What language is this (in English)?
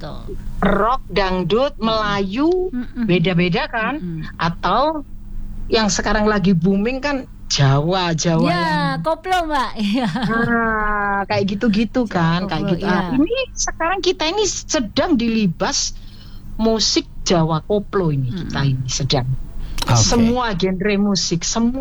Indonesian